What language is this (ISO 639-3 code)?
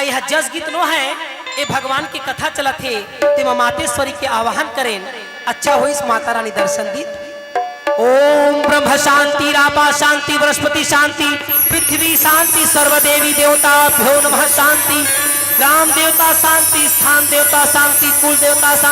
hne